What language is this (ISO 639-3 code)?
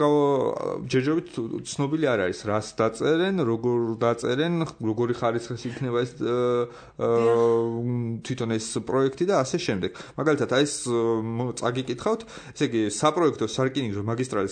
kat